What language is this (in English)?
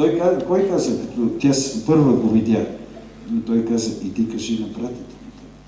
Bulgarian